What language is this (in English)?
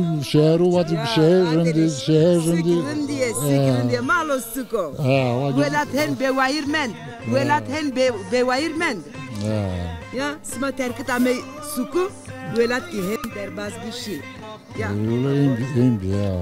Zaza